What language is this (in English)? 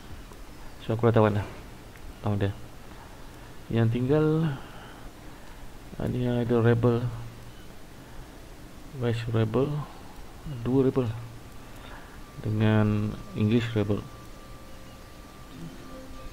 Malay